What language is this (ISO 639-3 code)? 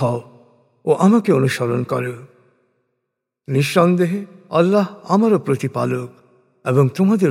ben